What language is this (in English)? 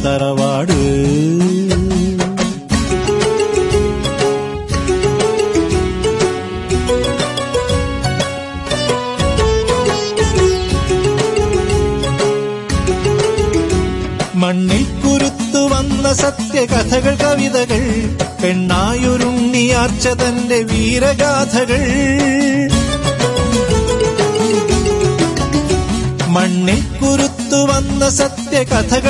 Malayalam